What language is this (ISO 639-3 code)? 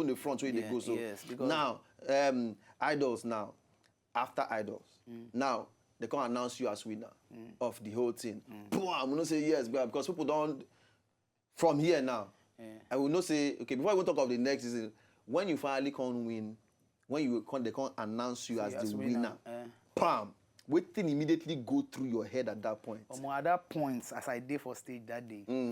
pcm